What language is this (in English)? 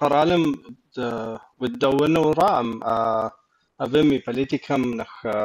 Kabardian